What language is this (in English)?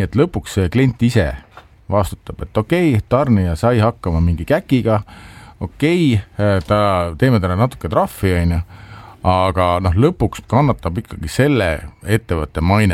Estonian